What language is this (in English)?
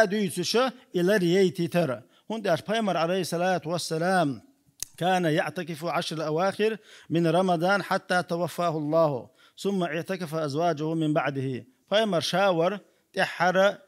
Chechen